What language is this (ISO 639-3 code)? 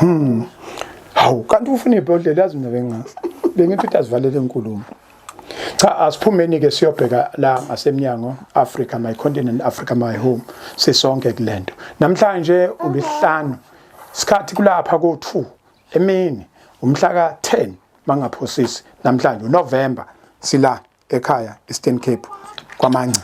zul